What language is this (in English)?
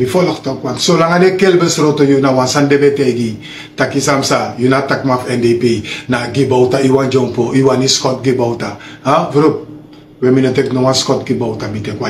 Sranan Tongo